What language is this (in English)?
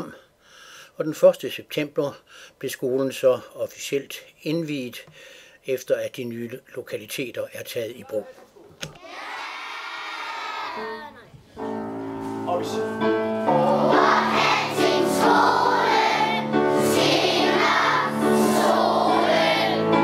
Danish